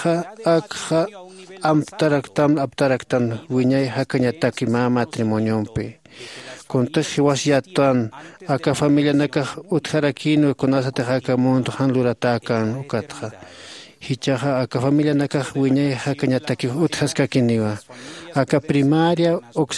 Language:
Aymara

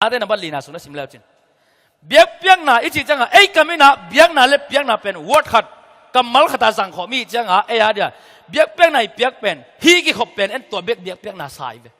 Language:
Tedim Chin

